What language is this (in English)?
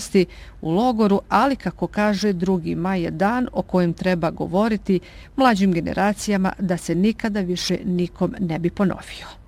Bosnian